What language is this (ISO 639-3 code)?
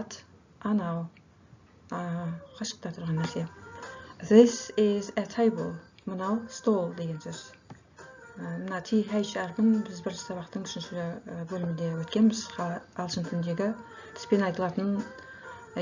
kaz